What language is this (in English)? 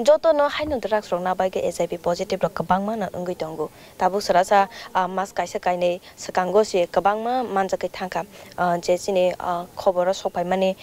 Kok Borok